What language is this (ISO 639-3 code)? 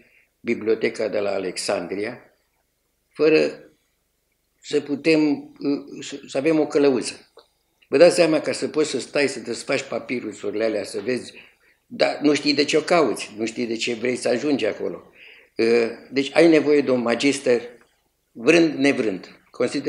ron